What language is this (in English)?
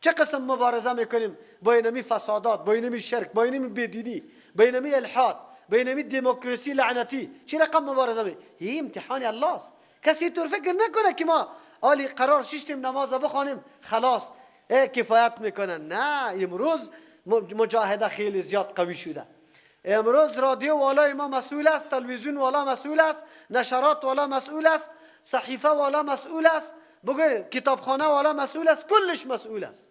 Persian